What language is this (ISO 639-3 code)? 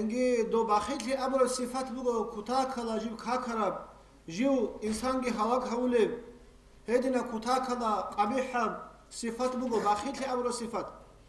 ava